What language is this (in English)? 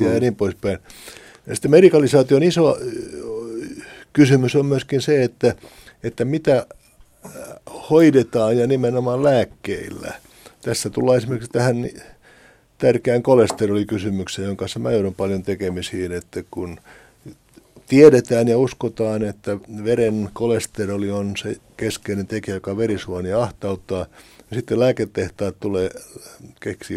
Finnish